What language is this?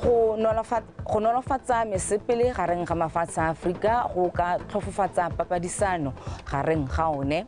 Tswana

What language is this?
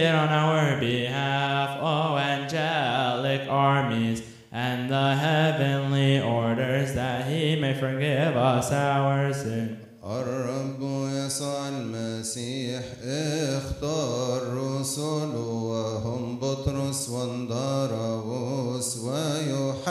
Arabic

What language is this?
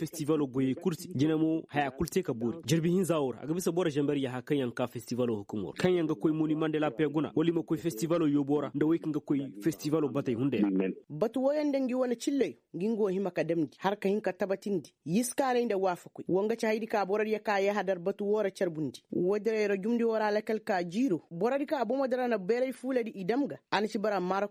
Koyraboro Senni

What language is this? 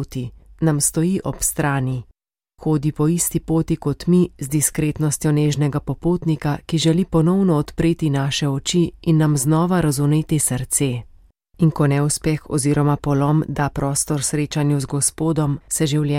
Slovenian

